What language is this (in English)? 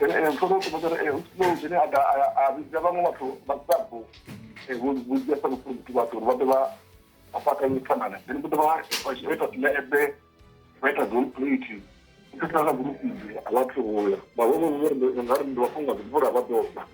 Venda